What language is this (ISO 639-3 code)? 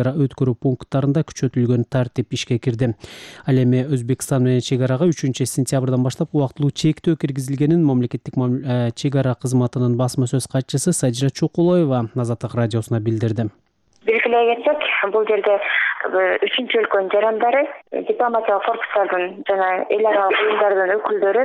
kir